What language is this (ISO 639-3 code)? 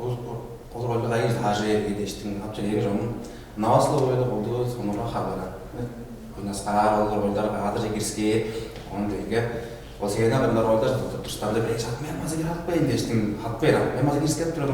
tyv